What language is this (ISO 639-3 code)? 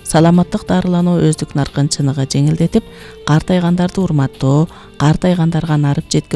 kir